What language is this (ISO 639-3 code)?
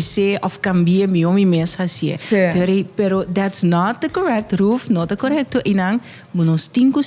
pap